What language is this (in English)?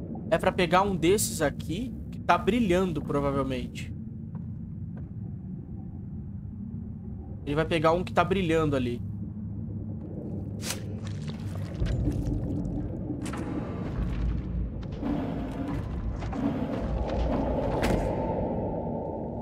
Portuguese